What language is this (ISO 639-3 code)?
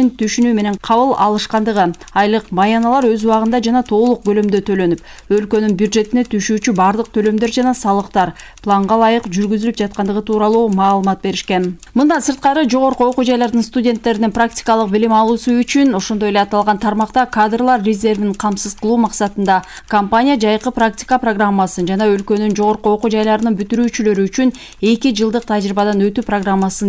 kir